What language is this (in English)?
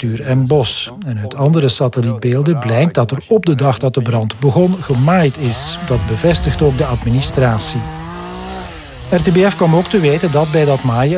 Dutch